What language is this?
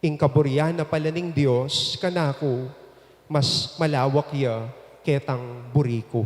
Pampanga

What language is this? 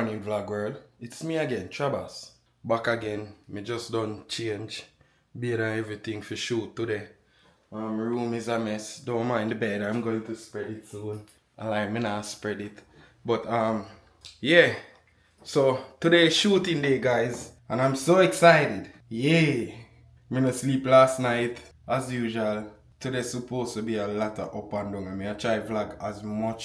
Jamaican Creole English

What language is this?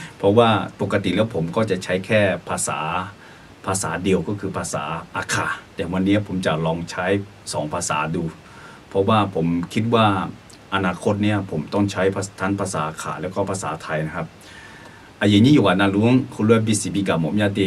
Akha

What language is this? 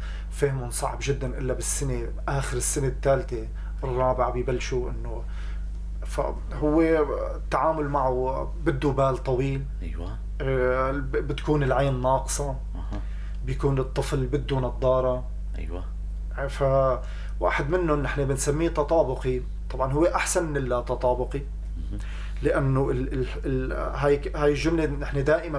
North Levantine Arabic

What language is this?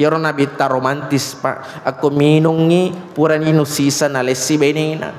Buginese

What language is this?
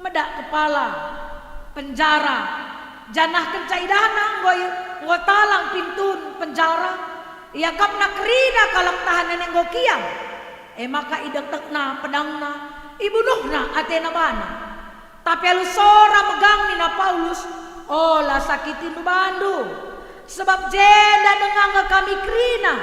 Batak Karo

